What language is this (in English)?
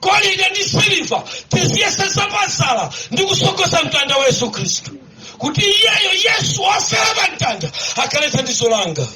Nyanja